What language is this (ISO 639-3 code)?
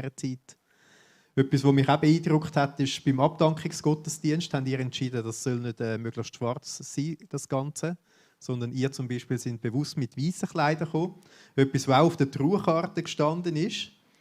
gsw